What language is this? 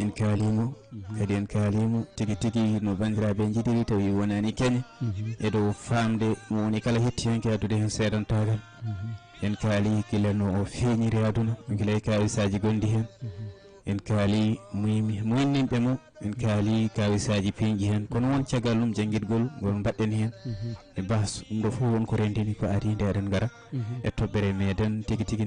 Fula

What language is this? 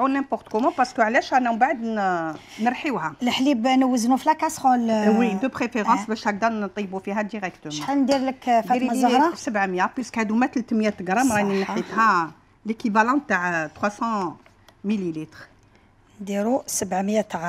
Algerian Arabic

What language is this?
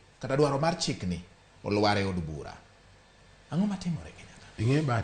Luo (Kenya and Tanzania)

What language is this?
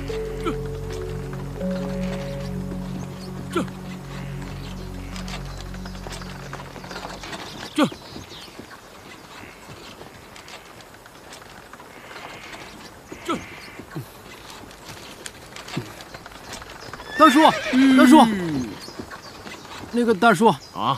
Chinese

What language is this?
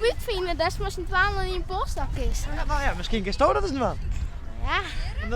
Western Frisian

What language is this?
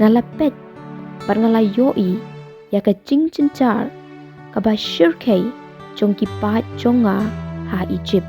Khasi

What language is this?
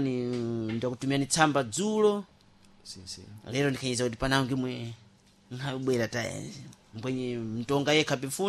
Sena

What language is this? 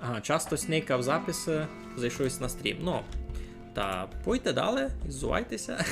Rusyn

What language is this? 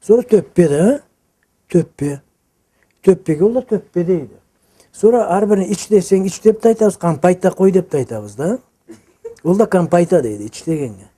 Karachay-Balkar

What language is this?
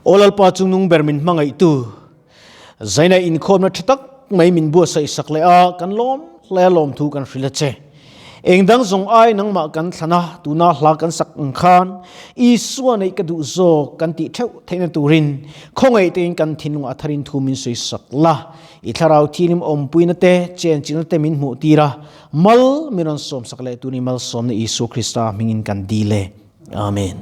Mizo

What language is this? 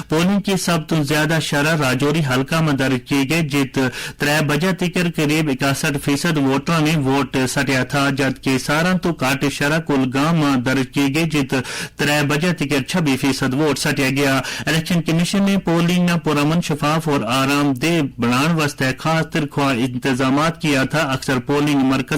Gujari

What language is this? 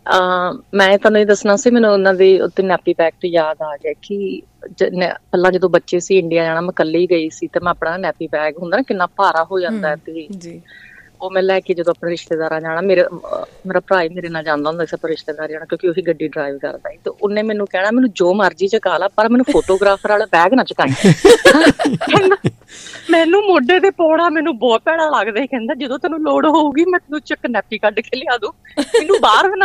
Punjabi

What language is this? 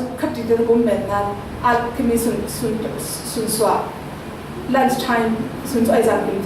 Falam Chin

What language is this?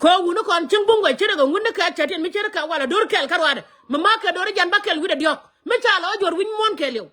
Nuer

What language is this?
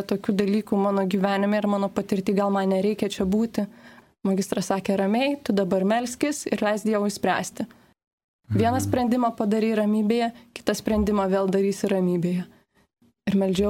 Lithuanian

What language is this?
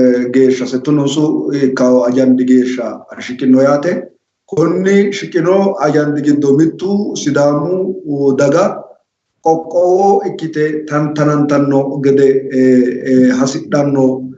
Sidamo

